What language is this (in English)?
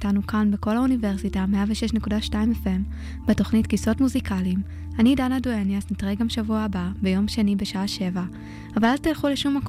Hebrew